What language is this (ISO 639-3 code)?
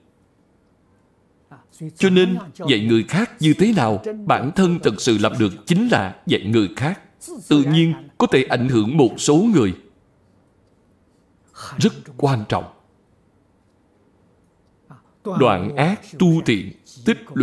vie